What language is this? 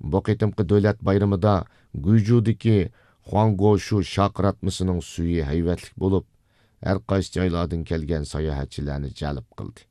Uyghur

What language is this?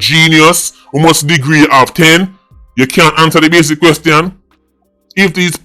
Jamaican Creole English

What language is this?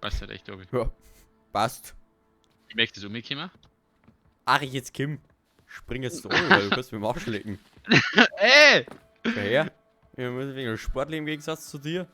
Bavarian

